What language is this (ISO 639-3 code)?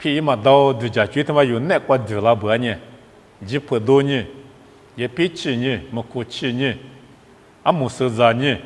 lis